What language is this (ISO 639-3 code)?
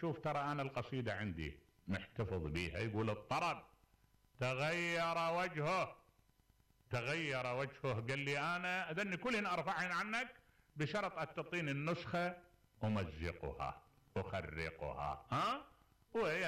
acm